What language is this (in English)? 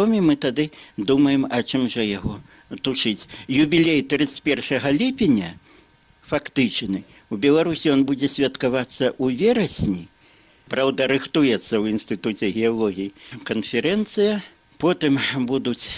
Belarusian